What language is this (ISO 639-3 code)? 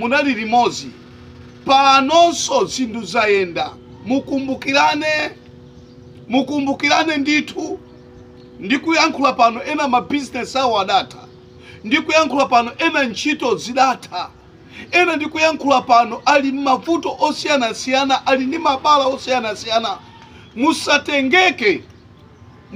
nya